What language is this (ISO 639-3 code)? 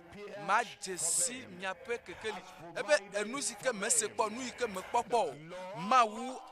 ewe